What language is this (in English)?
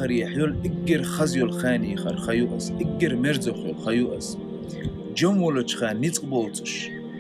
Chechen